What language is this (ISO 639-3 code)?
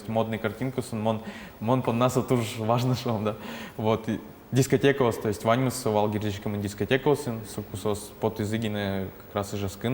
udm